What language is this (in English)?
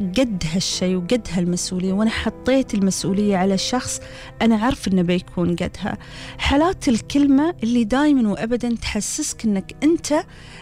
Gulf Arabic